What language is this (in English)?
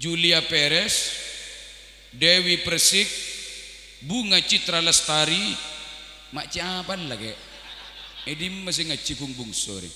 Madurese